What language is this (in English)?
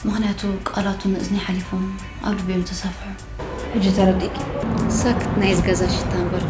Tigrinya